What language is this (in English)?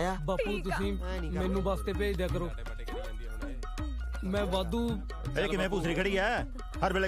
Punjabi